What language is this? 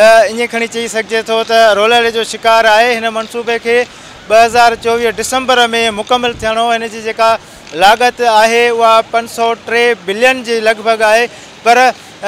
Sindhi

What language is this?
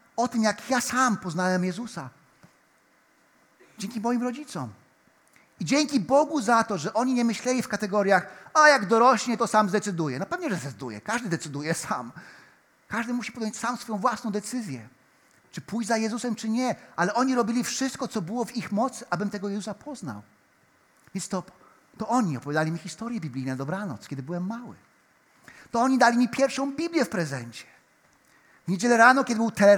Polish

